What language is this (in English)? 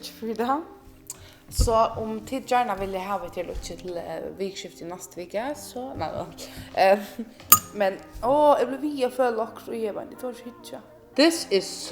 Faroese